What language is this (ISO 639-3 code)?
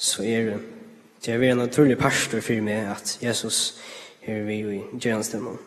fao